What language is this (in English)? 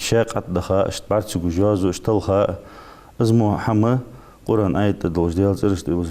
Ingush